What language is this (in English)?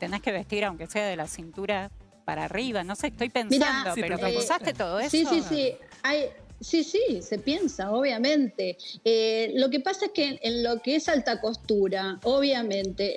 Spanish